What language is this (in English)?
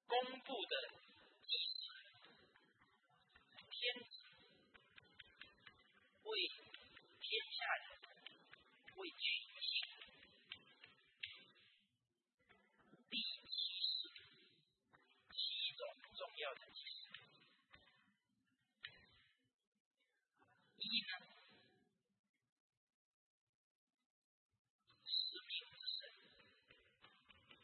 Chinese